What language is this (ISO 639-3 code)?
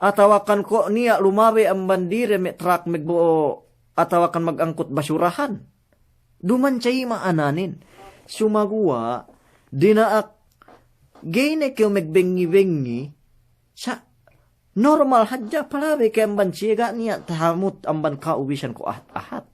yka